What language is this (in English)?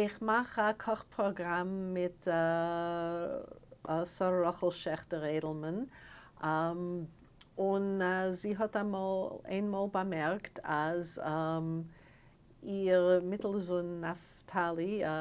Yiddish